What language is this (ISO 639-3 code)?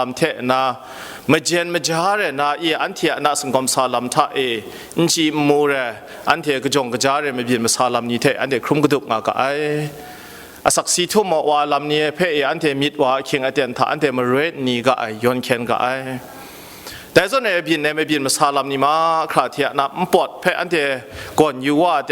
kac